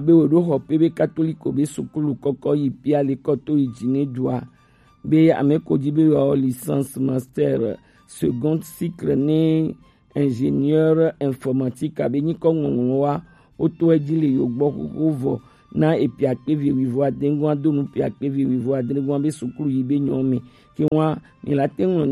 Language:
Gen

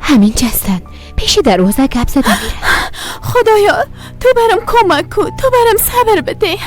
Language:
Persian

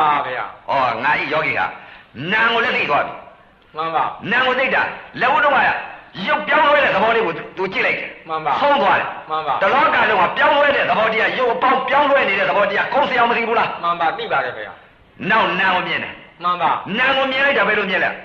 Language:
Burmese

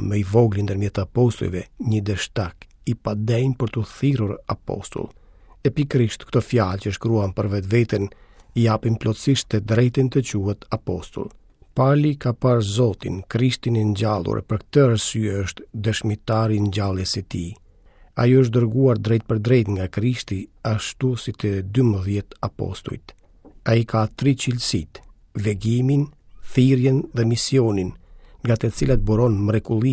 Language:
Albanian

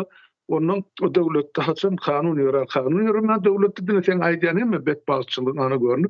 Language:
Turkmen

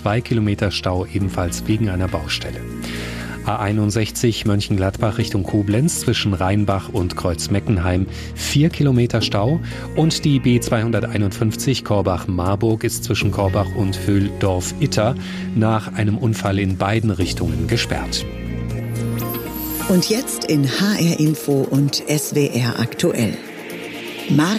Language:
German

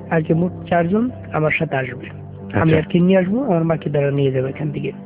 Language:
Bangla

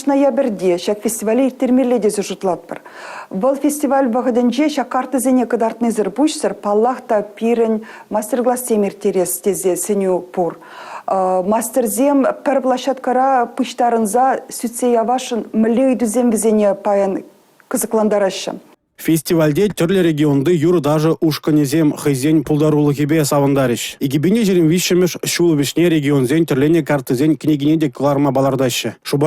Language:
Chuvash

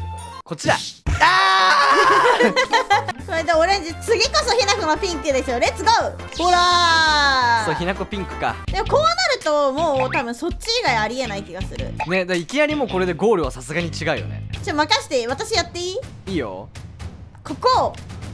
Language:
Japanese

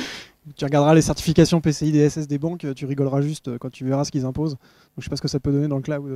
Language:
French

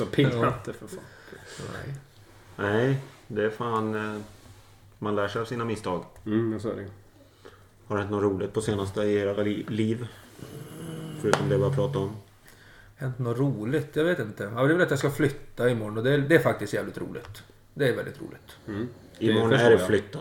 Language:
Swedish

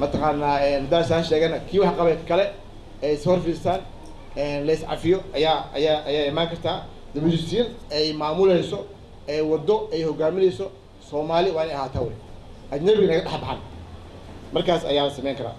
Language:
Somali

